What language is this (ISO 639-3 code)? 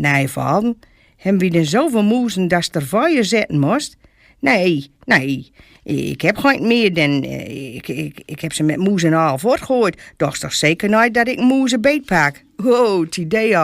gos